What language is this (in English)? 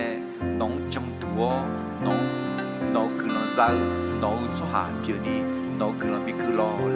Akha